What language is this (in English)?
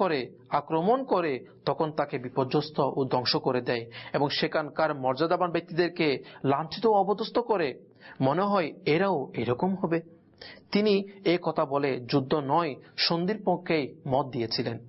Bangla